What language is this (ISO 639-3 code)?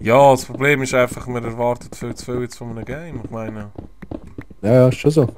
gsw